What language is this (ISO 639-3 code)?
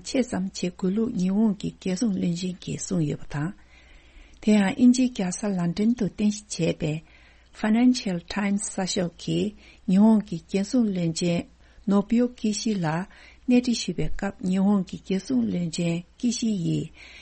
bod